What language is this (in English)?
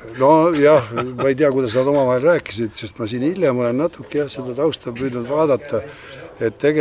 Estonian